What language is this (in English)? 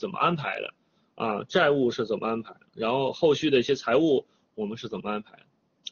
Chinese